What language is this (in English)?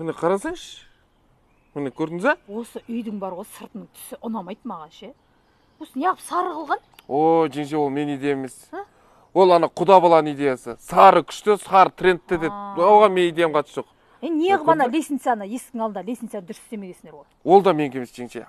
Kazakh